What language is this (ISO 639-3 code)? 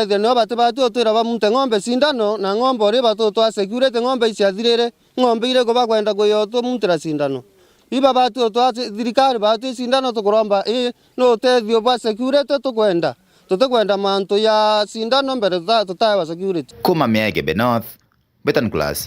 mer